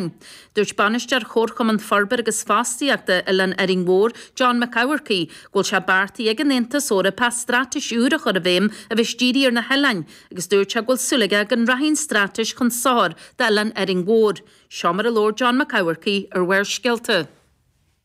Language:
Irish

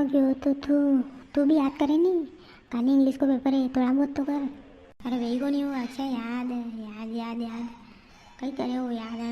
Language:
Rajasthani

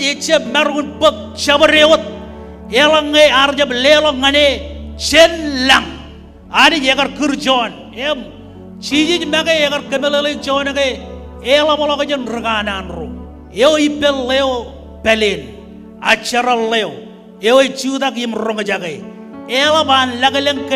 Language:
Marshallese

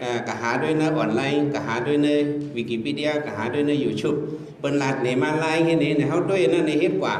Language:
Shan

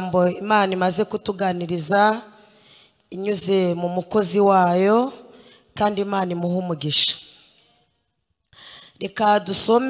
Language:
Kinyarwanda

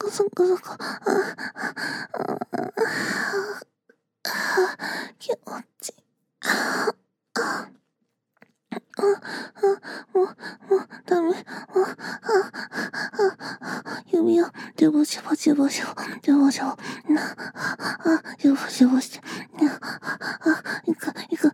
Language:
Japanese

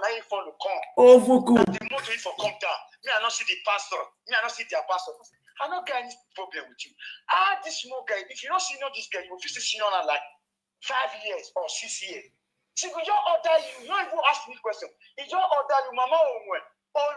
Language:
Nigerian Pidgin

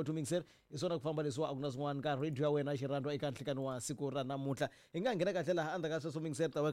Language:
Tsonga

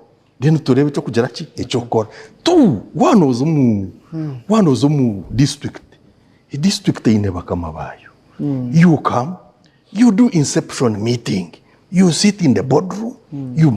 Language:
Nyankole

